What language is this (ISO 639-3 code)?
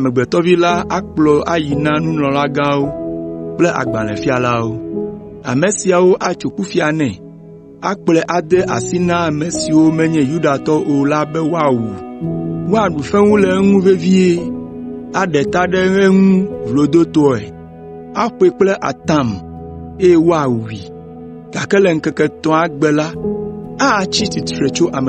ewe